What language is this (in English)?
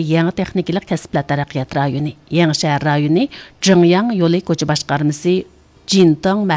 Uyghur